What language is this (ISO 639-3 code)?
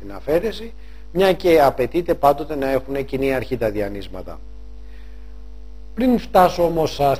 ell